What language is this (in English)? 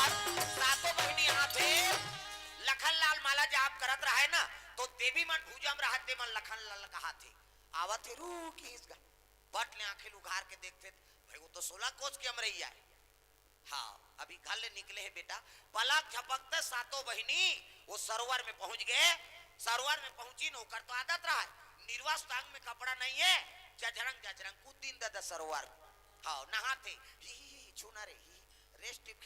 Chhattisgarhi